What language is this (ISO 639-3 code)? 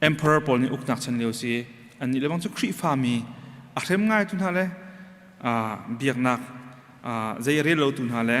cnh